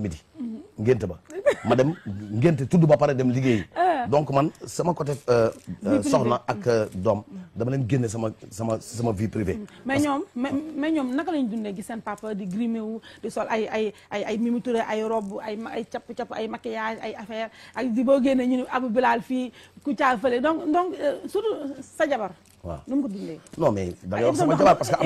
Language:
Wolof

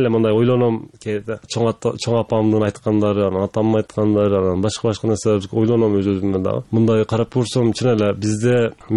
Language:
Kyrgyz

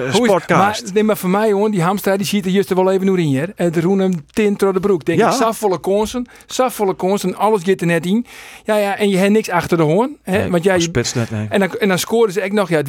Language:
Western Frisian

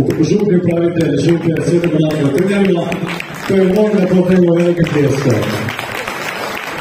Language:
Croatian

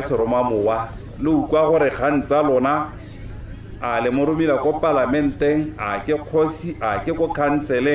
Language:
Tswana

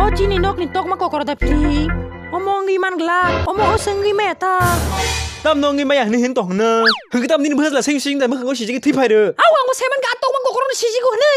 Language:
Kok Borok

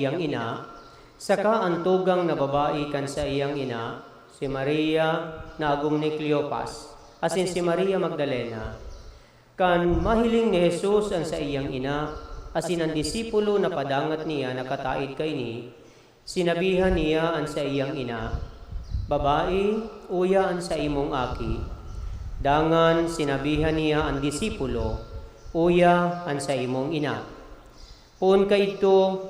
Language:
Bikol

